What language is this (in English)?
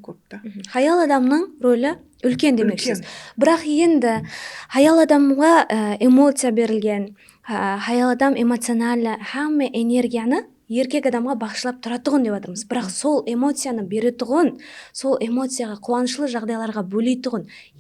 Kara-Kalpak